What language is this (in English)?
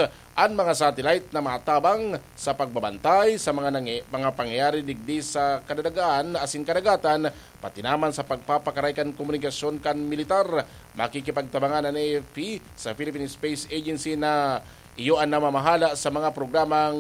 Bikol